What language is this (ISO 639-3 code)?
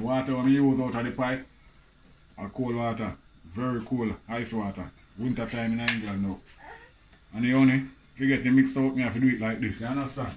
jam